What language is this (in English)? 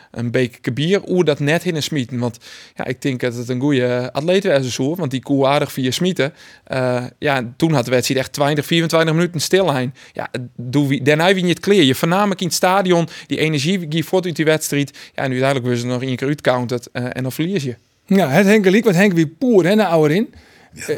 Western Frisian